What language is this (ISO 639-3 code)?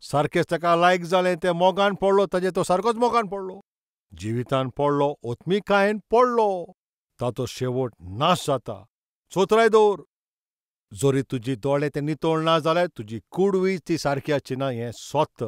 kok